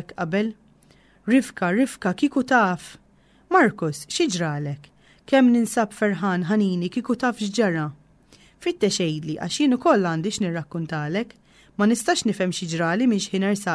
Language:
Maltese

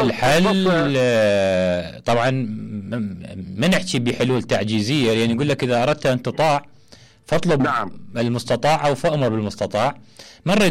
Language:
Mesopotamian Arabic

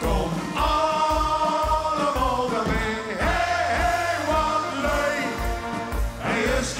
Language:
Limburgish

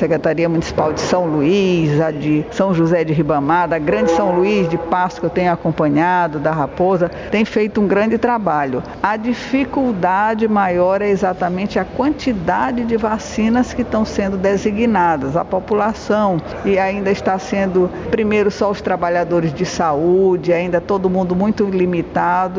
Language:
Portuguese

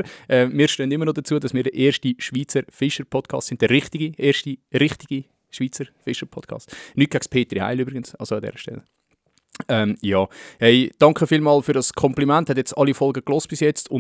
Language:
Swiss German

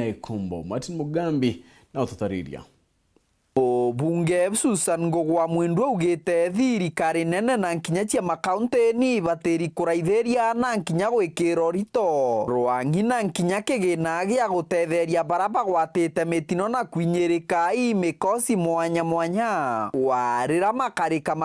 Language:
Meru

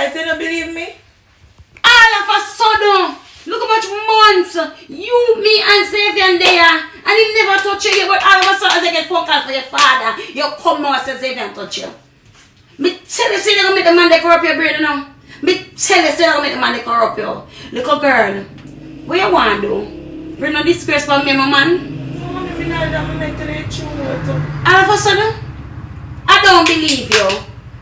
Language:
Jamaican Creole English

